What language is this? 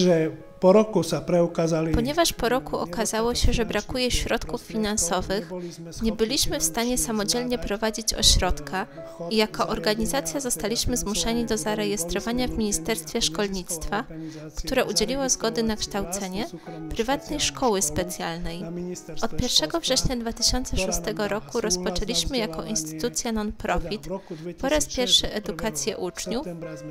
Polish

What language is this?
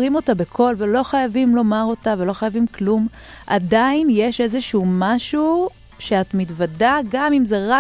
Hebrew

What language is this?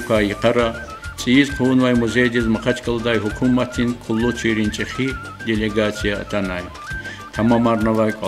Lezghian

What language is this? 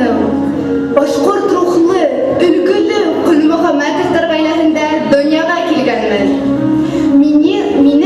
Bashkir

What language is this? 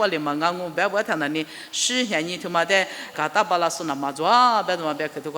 Lisu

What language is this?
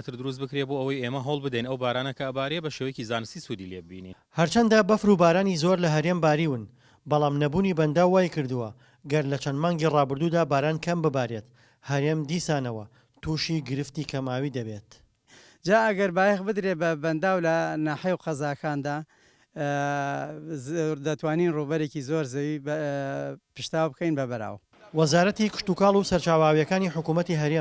Central Kurdish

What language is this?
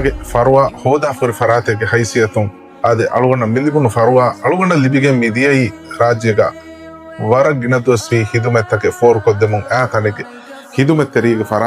Divehi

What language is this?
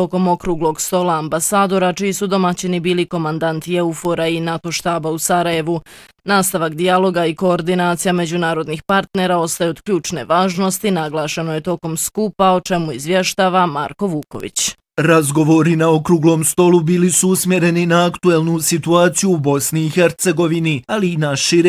Bosnian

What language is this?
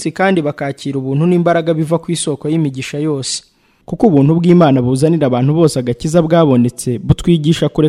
Kinyarwanda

